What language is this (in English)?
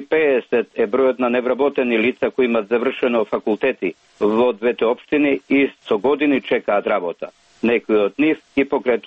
Macedonian